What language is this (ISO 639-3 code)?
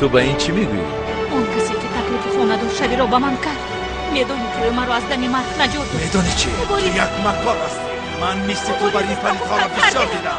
tgk